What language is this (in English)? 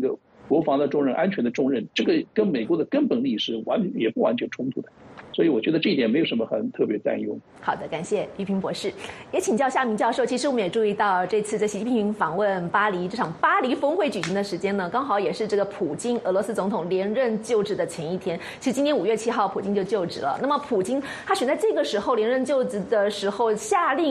Chinese